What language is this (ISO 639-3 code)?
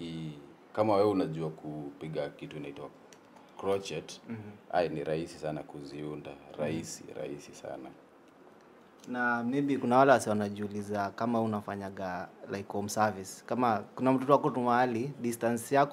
swa